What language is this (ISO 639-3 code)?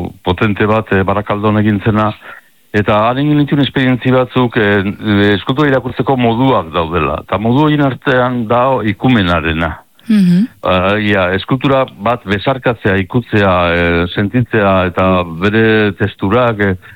eus